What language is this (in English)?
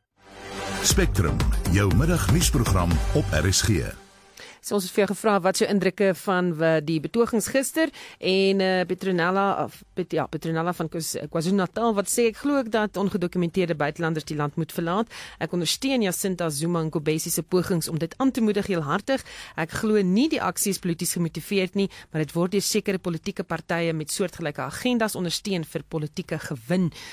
Afrikaans